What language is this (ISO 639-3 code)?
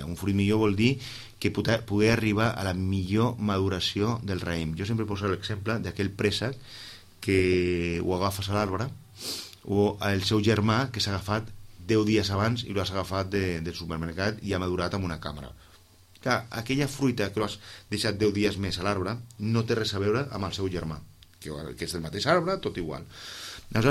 cat